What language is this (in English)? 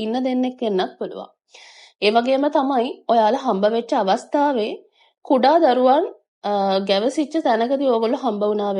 Sinhala